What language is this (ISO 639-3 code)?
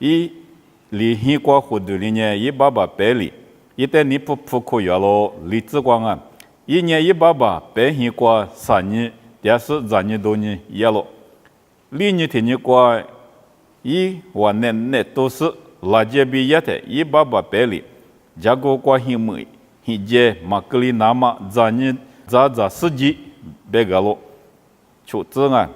lis